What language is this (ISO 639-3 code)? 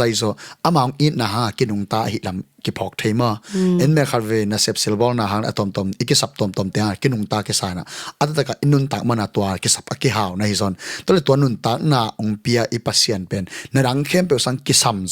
ctd